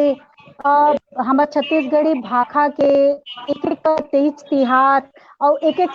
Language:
Chhattisgarhi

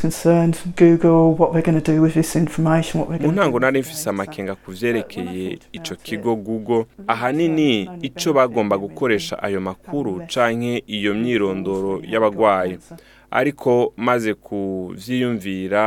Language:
Rundi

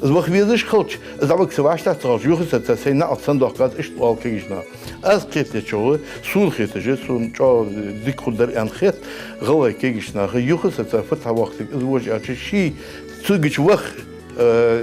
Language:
Ingush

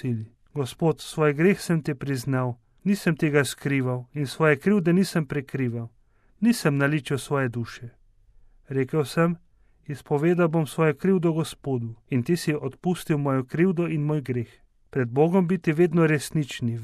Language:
Slovenian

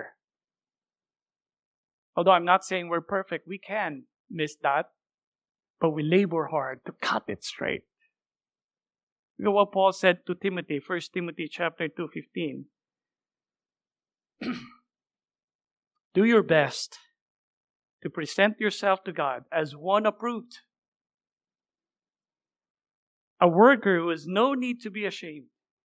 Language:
English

